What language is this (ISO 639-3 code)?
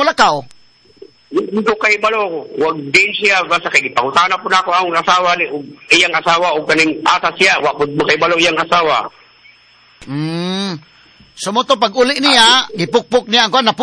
ceb